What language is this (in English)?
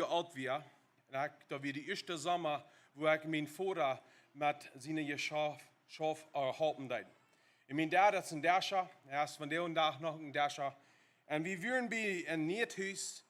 Plautdietsch